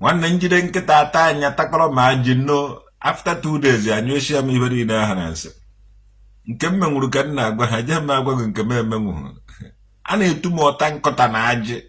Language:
Igbo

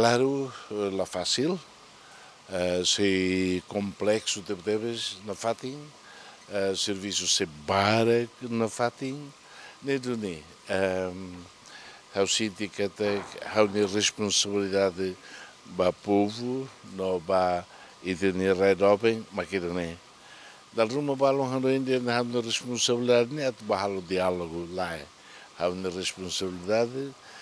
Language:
Tetum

